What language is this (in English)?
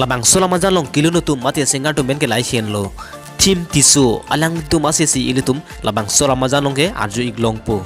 Karbi